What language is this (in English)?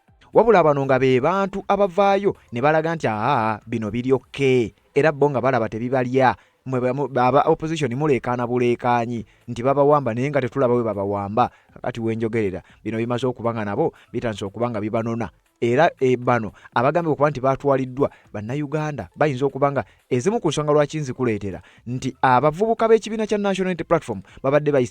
Ganda